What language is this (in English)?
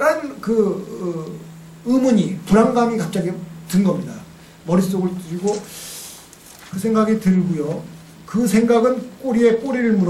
Korean